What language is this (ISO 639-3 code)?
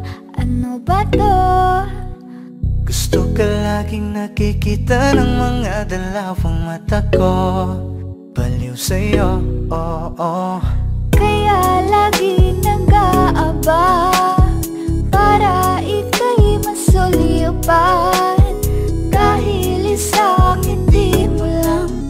fil